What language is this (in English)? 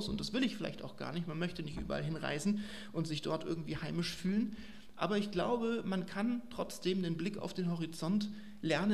German